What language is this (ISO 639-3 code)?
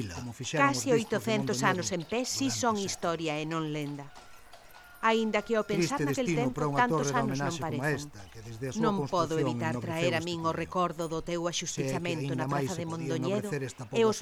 glg